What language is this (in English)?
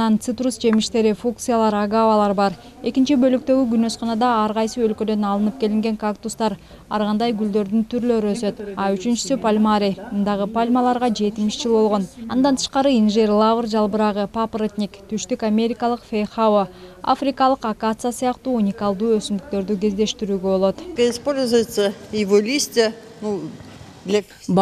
Kyrgyz